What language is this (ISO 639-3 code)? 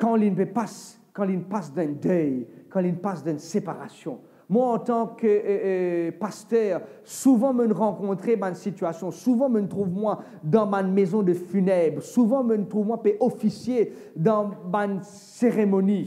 mfe